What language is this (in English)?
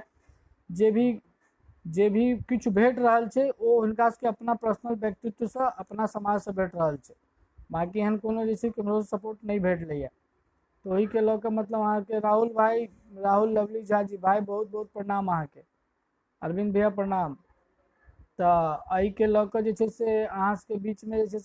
Maithili